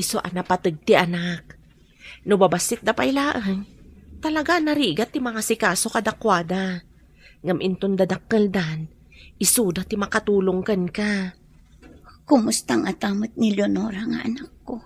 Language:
Iloko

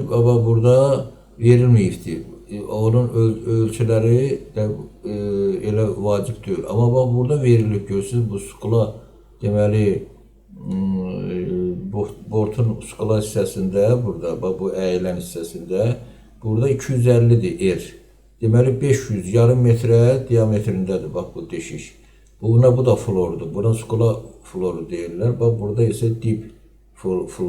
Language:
Azerbaijani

